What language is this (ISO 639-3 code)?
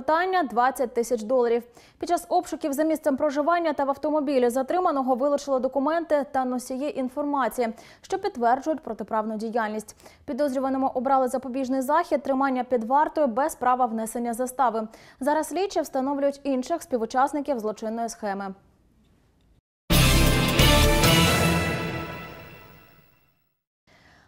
ukr